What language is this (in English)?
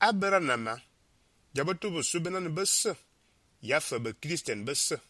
Fang